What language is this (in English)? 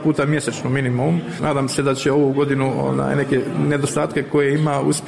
Serbian